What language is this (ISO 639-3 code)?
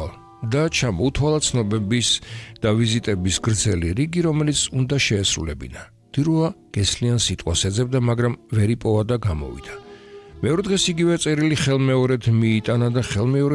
kat